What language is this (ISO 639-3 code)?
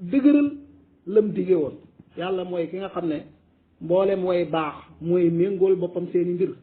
wol